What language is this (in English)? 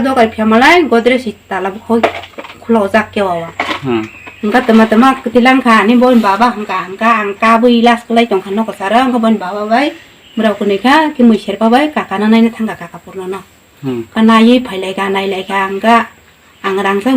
Kok Borok